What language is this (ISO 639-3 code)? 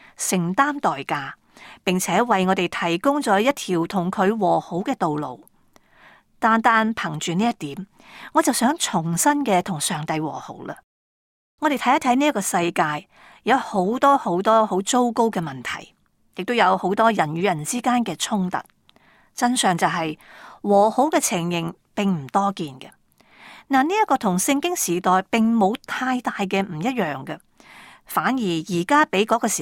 yue